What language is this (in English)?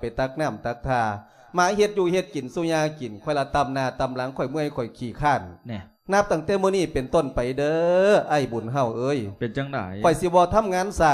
Lao